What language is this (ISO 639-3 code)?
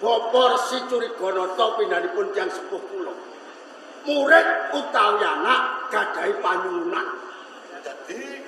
jav